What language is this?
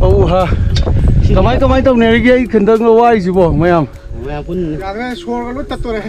Manipuri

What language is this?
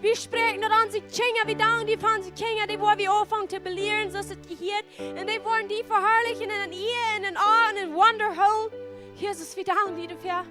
Plautdietsch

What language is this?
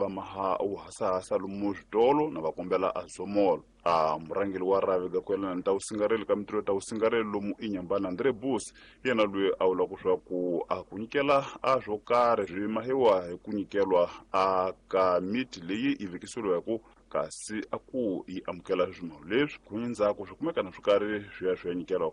Tsonga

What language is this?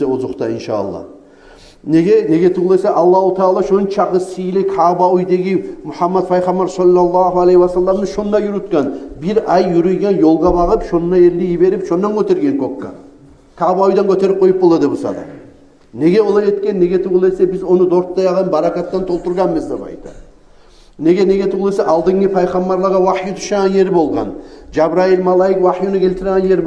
Kumyk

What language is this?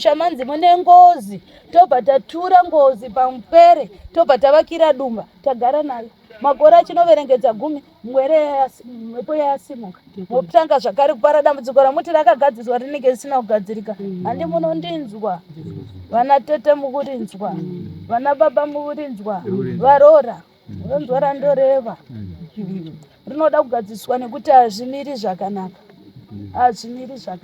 Shona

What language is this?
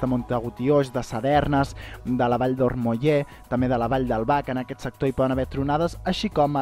Catalan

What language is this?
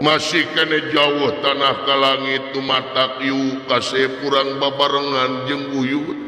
Sundanese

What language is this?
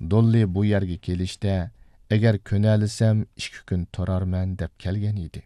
Uyghur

